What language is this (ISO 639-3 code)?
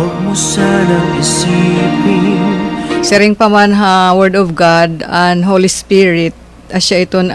war